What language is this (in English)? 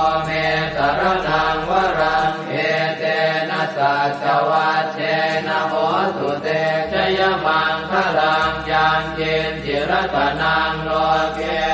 Pali